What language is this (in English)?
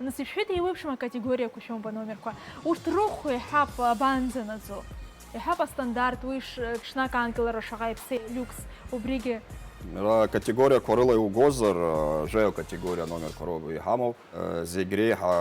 Abkhazian